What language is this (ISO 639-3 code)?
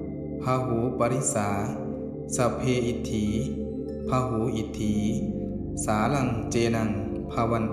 pli